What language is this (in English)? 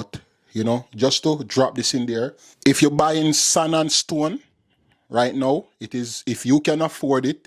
Jamaican Creole English